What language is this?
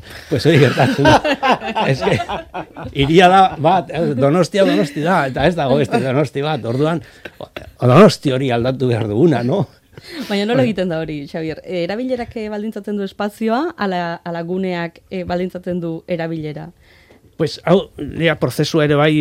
Basque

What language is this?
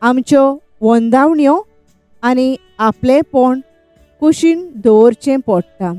Konkani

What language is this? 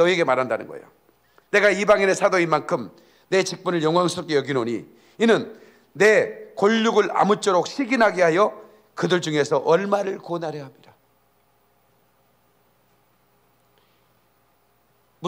Korean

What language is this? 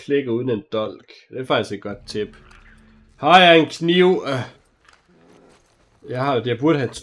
Danish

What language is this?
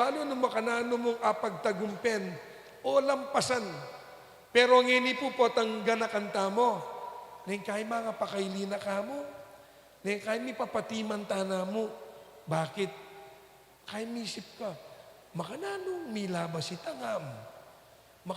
Pampanga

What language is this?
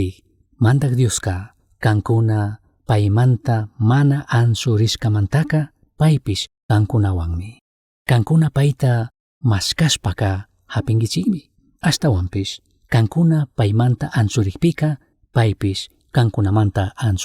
Chimborazo Highland Quichua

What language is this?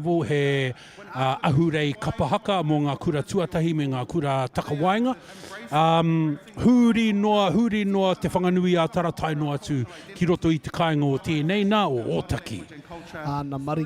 Māori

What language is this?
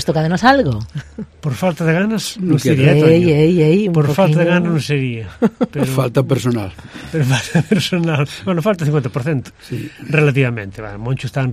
Galician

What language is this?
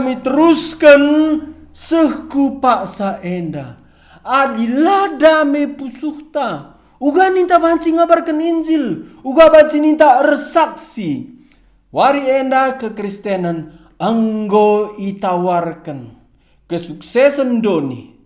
Batak Karo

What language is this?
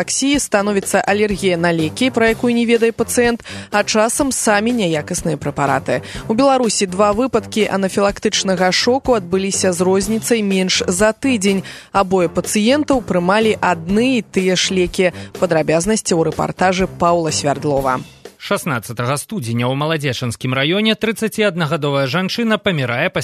Belarusian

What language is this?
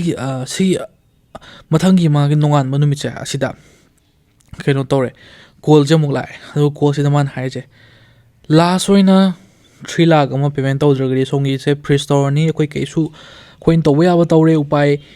Manipuri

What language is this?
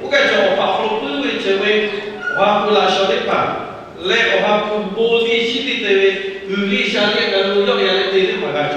Lahu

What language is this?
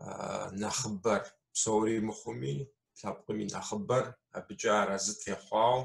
Kabardian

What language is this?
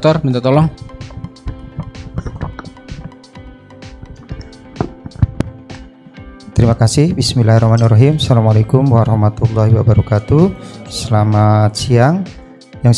Indonesian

